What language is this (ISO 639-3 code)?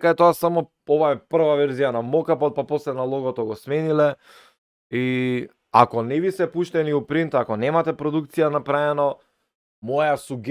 mkd